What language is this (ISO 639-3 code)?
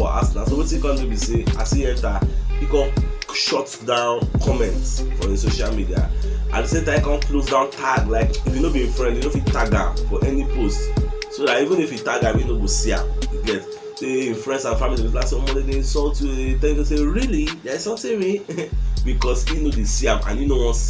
pcm